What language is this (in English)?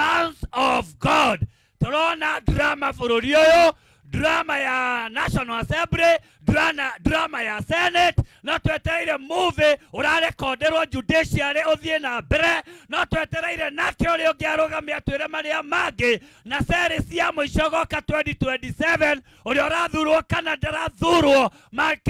Kikuyu